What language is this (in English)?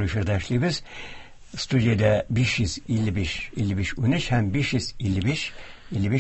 Tatar